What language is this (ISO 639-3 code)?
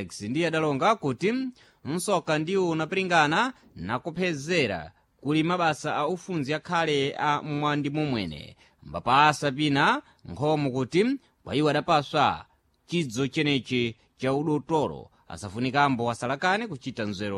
seh